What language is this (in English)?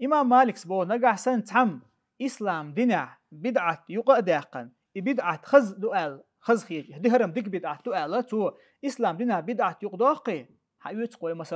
Chechen